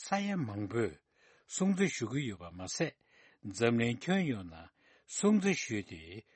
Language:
Tibetan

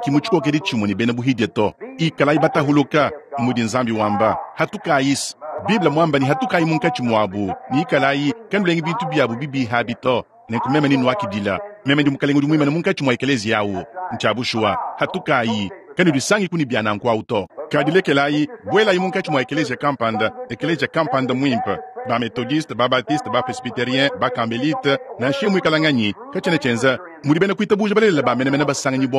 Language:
Luba-Lulua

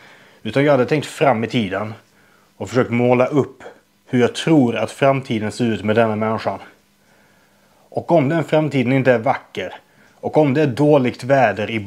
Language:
Swedish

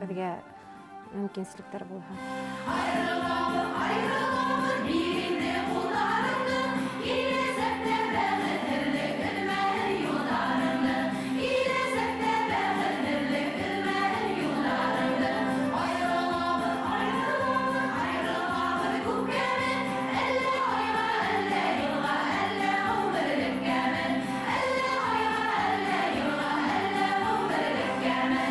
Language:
Bashkir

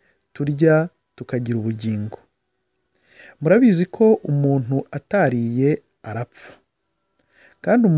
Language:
Kinyarwanda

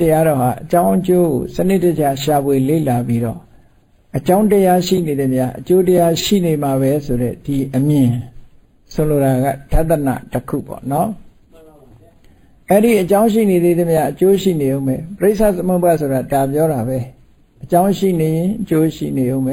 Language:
Burmese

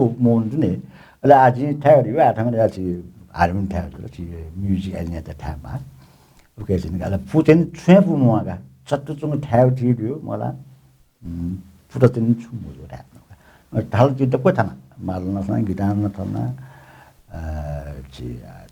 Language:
Newari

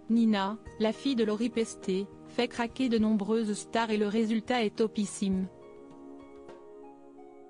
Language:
French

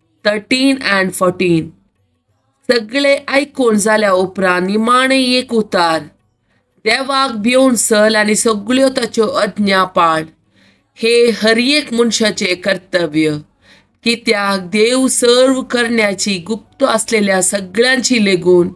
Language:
Konkani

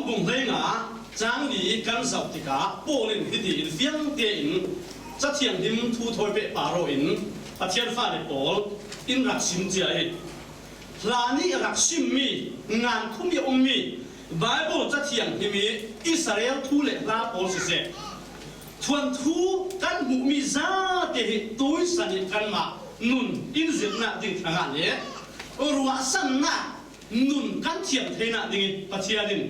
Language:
Falam Chin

